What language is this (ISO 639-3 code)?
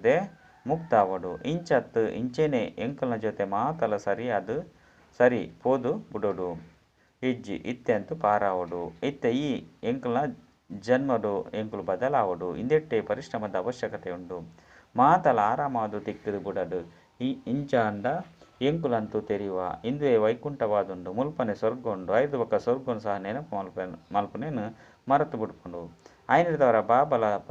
tcy